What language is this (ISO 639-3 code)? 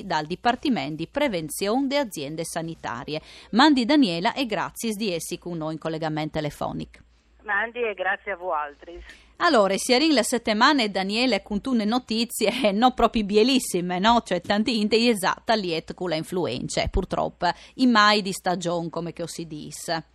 fur